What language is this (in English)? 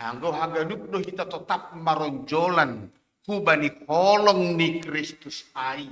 Batak Simalungun